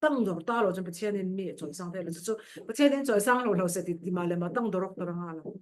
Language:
Falam Chin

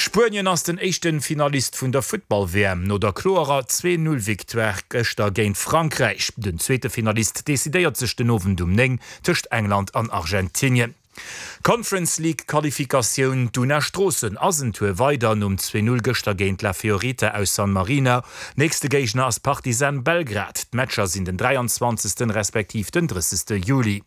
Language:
Luxembourgish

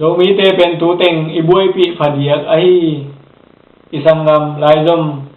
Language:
Tedim Chin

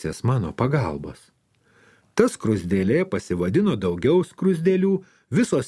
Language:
Lithuanian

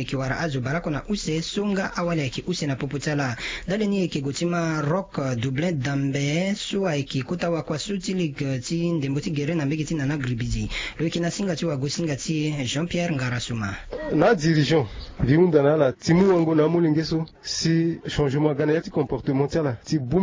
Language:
Sango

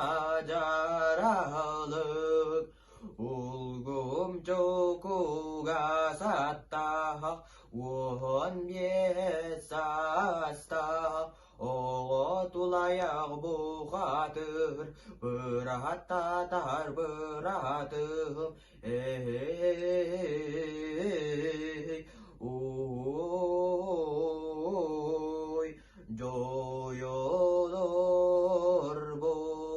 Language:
Yakut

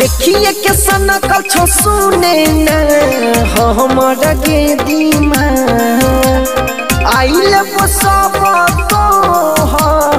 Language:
Bhojpuri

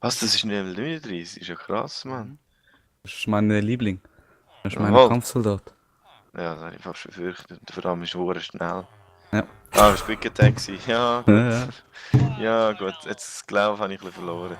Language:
Swiss German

